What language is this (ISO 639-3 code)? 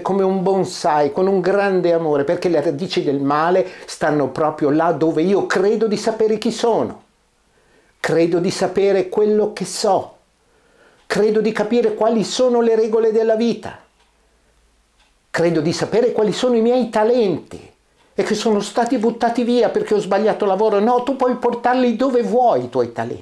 ita